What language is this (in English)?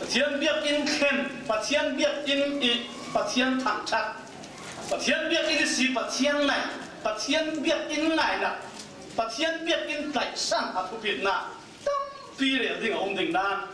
Falam Chin